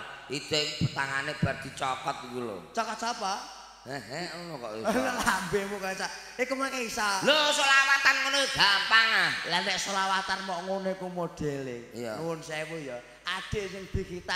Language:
Javanese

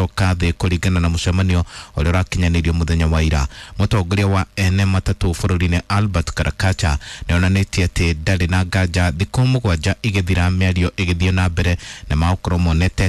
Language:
Kikuyu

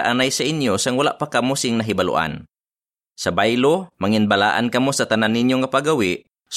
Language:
Hiligaynon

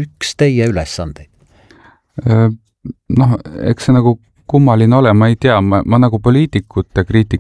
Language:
Estonian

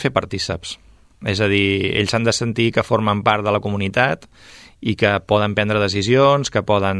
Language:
Catalan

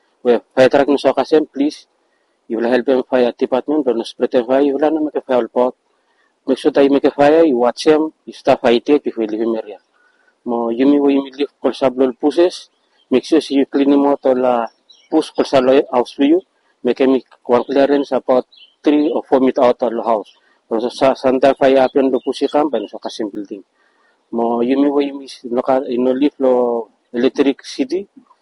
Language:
Bislama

